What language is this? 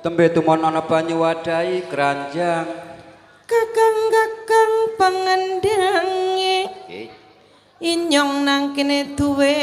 Javanese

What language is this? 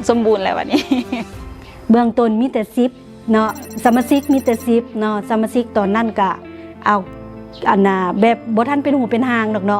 Lao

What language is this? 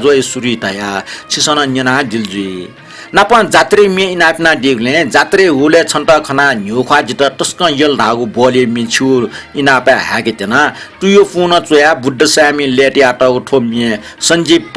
Newari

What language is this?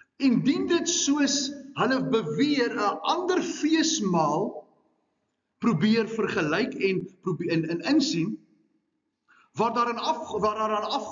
Afrikaans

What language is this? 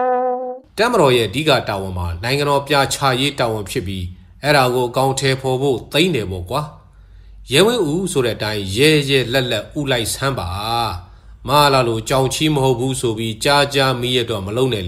Burmese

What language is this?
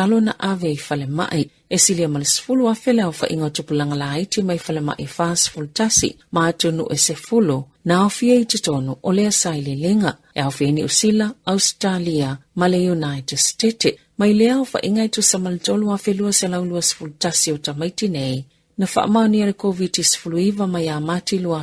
Samoan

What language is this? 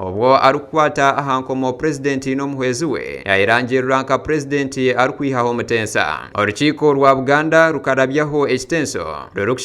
Nyankole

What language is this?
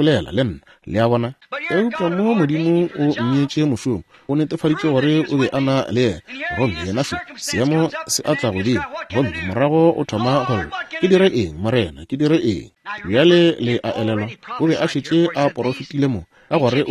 Northern Sotho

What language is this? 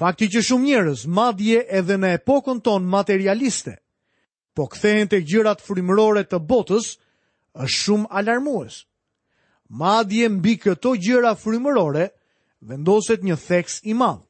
Albanian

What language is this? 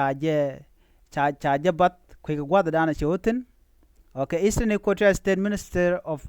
Nuer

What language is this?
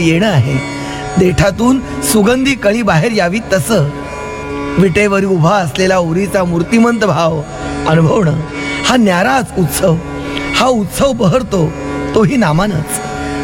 Marathi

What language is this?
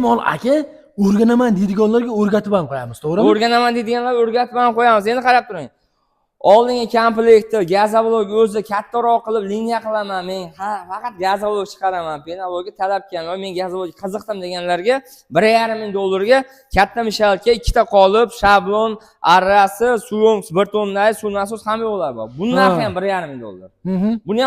Uzbek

